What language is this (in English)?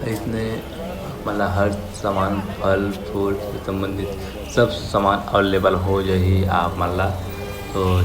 Chhattisgarhi